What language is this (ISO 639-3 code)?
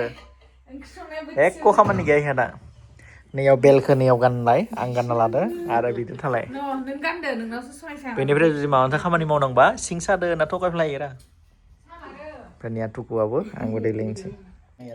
brx